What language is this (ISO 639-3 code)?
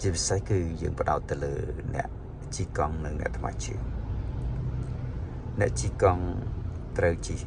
khm